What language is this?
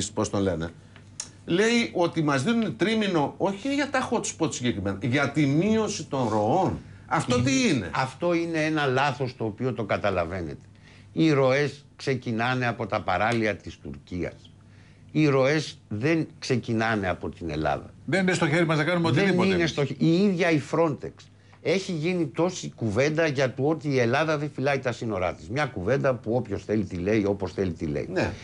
Greek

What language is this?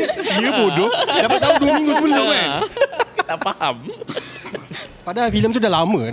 Malay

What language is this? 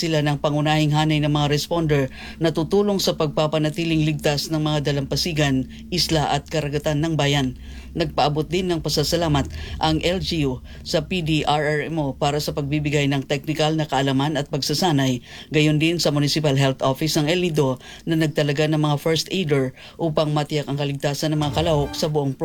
Filipino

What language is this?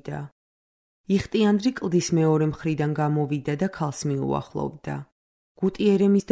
Georgian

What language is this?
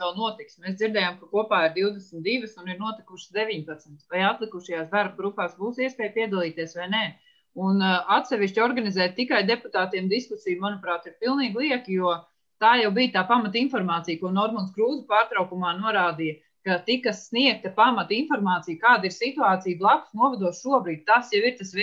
Latvian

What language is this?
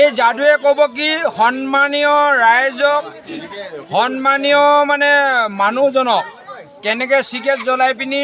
Assamese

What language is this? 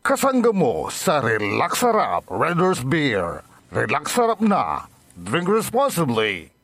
Bikol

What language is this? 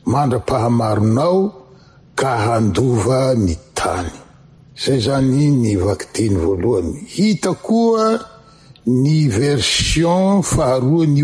Malagasy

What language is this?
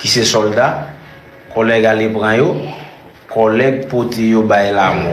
Haitian Creole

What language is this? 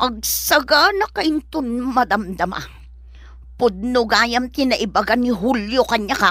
Iloko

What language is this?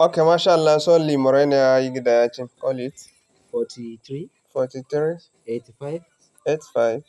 Zarma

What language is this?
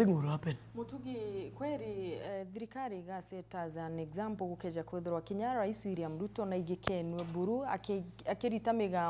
Meru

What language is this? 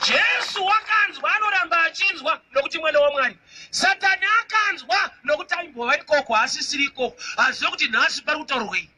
Shona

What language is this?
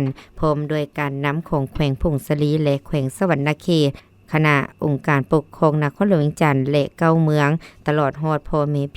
Lao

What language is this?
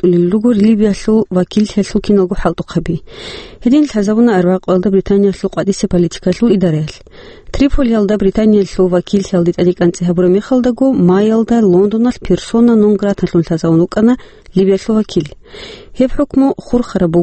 Avaric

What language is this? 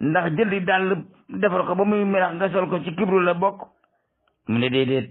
Wolof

